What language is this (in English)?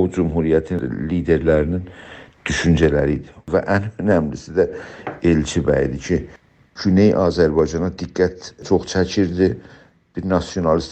South Azerbaijani